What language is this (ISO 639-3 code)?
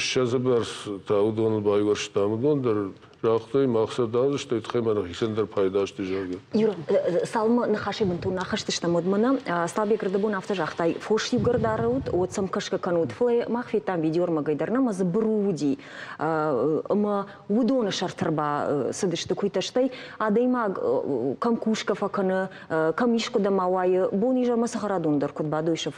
oss